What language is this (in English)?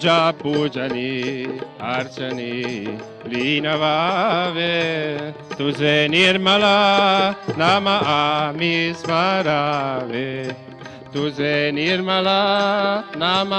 Marathi